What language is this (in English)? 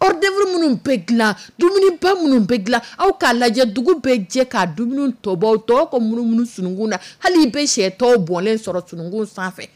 Dyula